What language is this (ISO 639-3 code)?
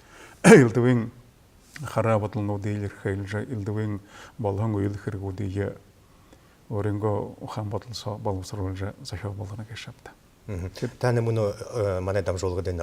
bua